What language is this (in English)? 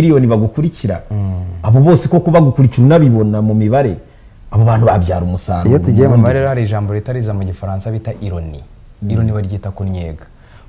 Kinyarwanda